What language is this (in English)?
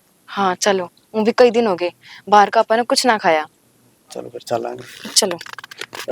Haryanvi